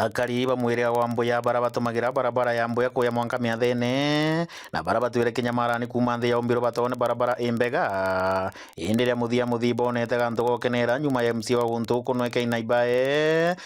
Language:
Meru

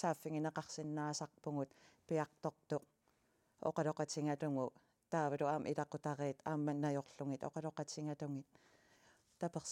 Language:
Kalaallisut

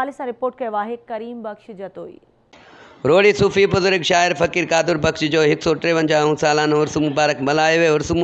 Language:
Sindhi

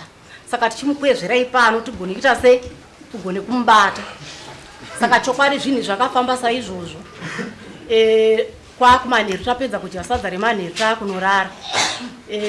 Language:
Shona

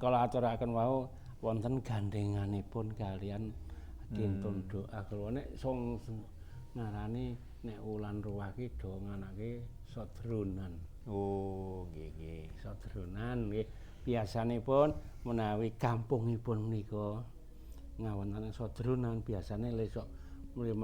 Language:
Javanese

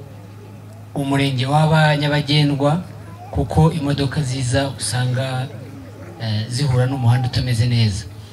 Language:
Kinyarwanda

